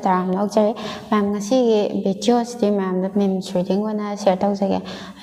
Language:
Manipuri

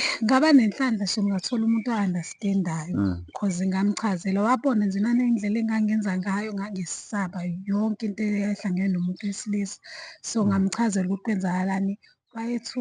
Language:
Zulu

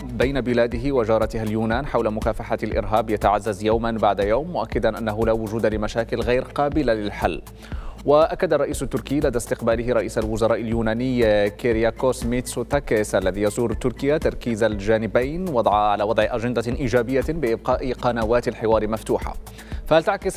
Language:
Arabic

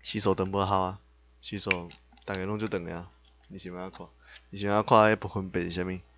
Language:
Min Nan Chinese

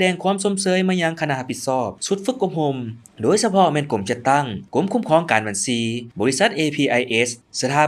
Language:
Lao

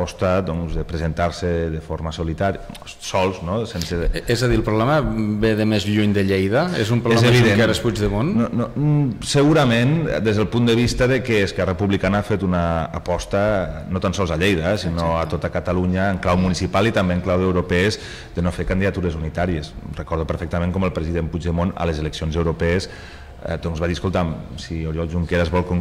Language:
Catalan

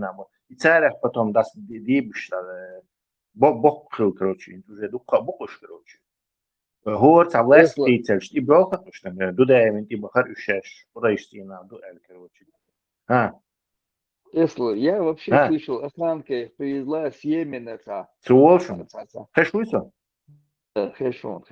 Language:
Chechen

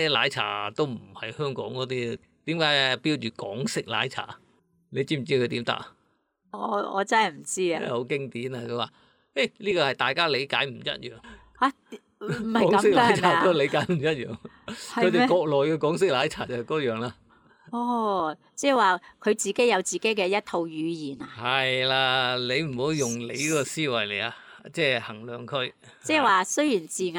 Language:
Cantonese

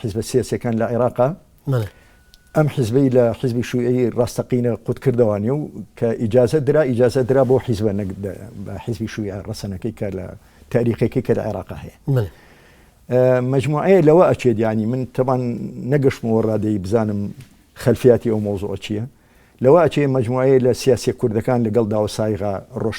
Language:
Central Kurdish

